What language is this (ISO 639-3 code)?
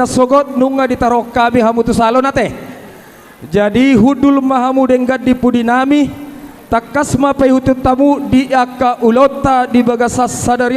bbc